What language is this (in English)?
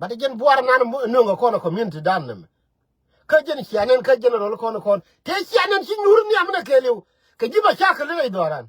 Nuer